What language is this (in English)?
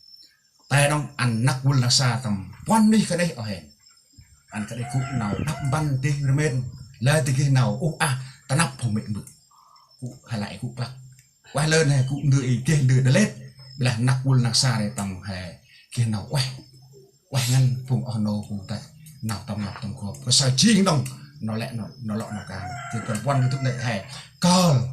Central Mnong